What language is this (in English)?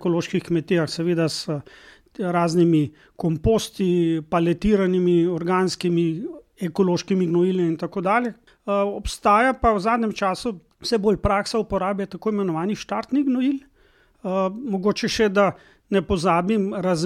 Slovenian